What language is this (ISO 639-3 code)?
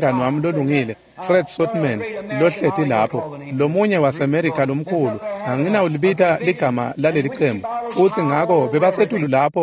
ssw